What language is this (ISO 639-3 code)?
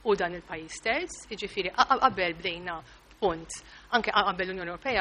mlt